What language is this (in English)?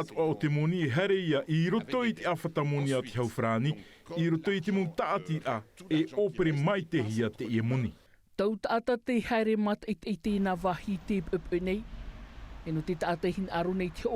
Tahitian